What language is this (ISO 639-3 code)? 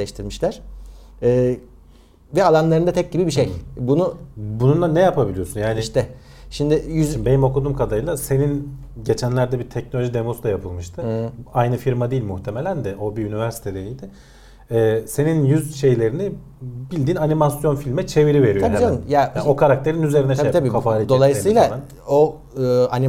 tur